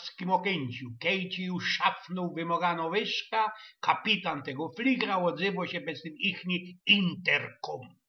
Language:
Silesian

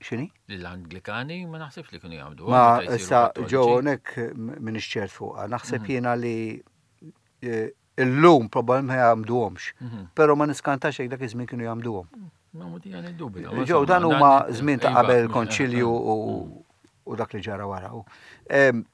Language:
Maltese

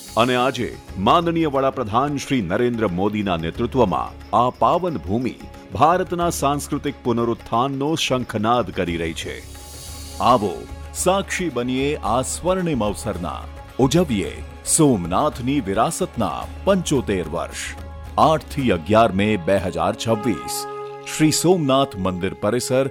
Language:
Gujarati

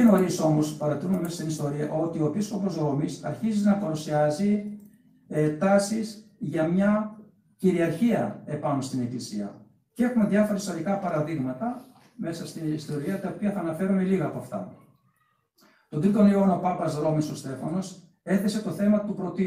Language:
Greek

